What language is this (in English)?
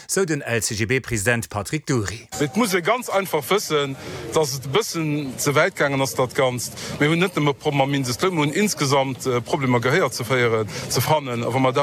Luxembourgish